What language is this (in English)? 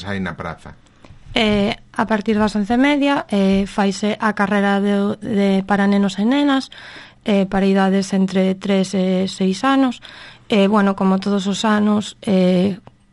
Galician